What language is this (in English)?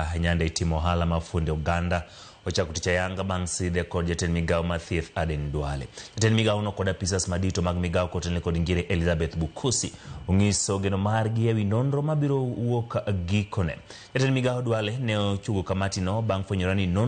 Luo (Kenya and Tanzania)